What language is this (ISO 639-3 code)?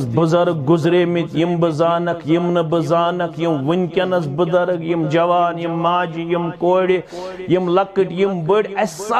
kas